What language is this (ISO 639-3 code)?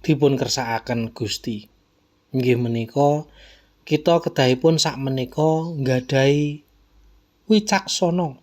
jav